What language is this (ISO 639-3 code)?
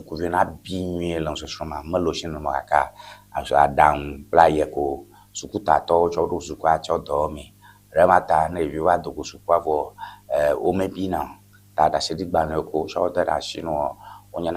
ewe